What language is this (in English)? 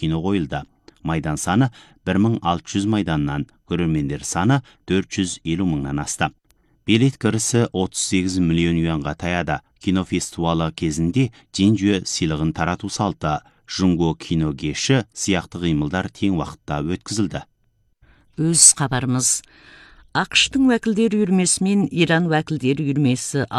Kazakh